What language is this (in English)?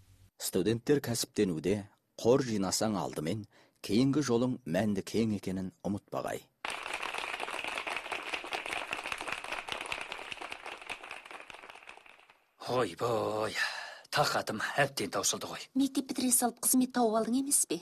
Kazakh